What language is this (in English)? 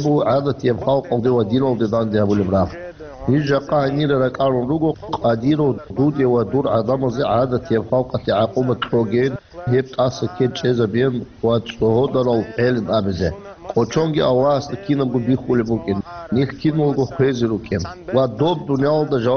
Avaric